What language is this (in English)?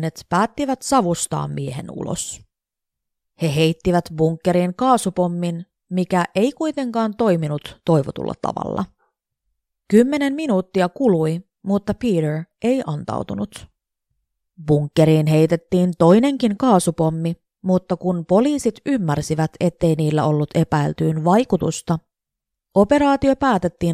Finnish